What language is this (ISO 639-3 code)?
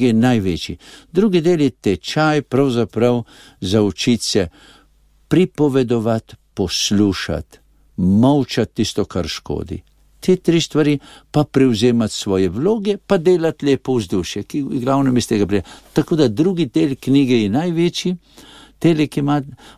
slv